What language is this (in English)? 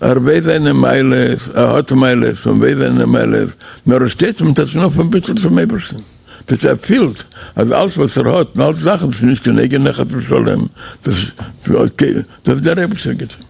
Yiddish